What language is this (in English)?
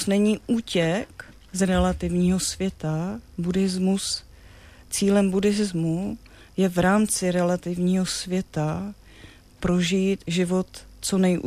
Czech